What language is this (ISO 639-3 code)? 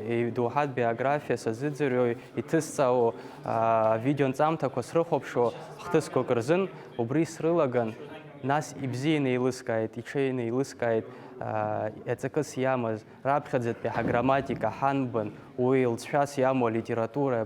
abk